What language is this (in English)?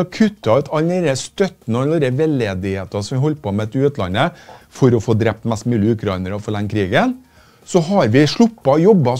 Norwegian